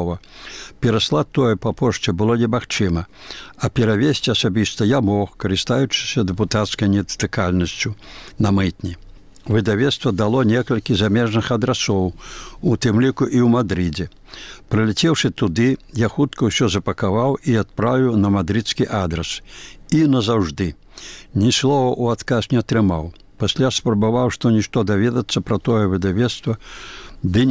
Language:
Belarusian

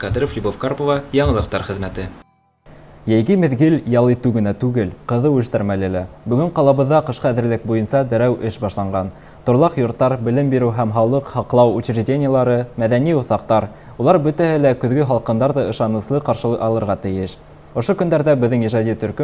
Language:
Bashkir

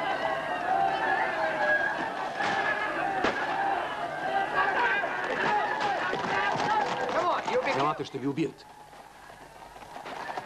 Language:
Bulgarian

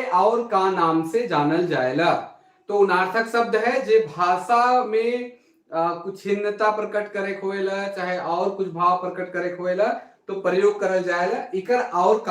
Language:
Sadri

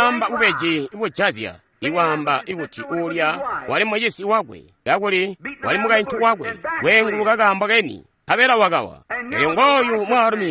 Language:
Tonga (Zambia)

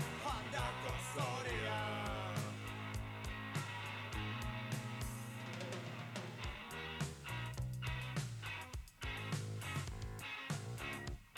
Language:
Basque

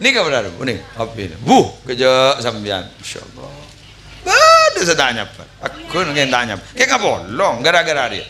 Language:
Madurese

